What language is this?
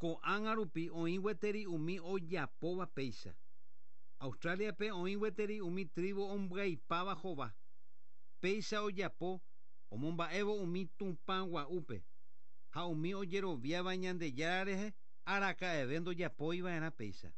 Guarani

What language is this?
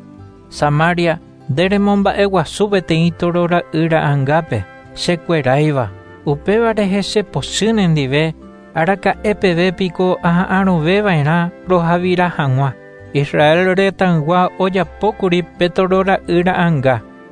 Guarani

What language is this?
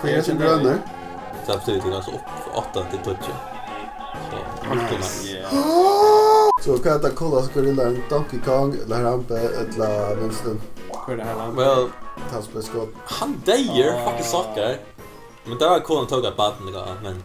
Faroese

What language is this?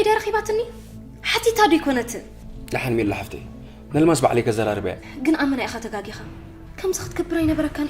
Tigrinya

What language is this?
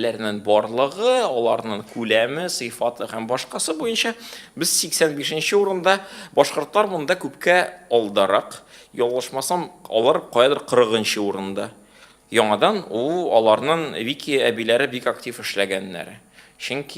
Tatar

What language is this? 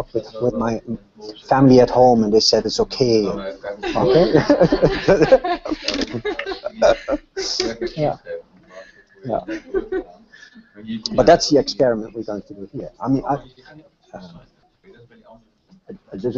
English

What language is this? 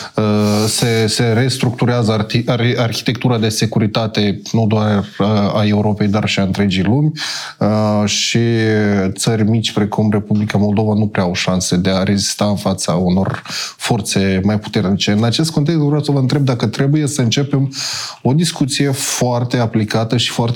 Romanian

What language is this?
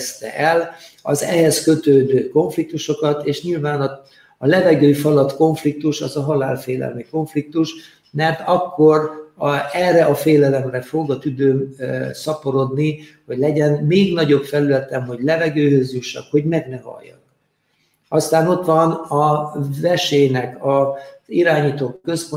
Hungarian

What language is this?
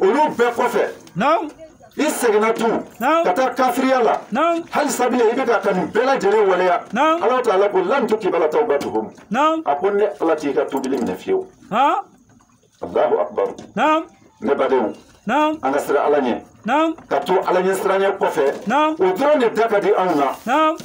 Bambara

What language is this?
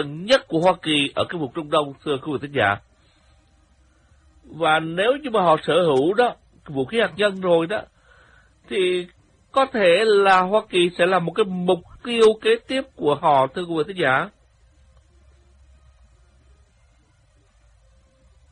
Vietnamese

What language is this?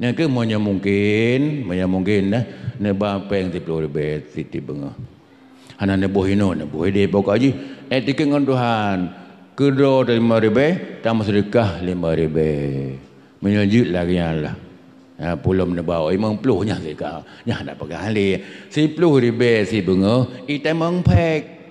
Achinese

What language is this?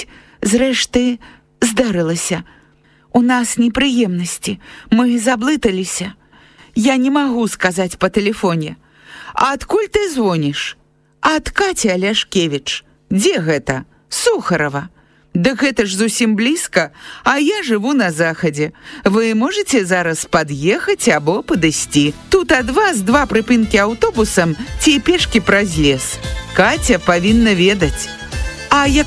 Belarusian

